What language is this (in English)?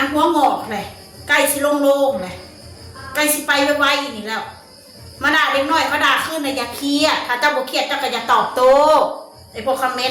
Northeastern Thai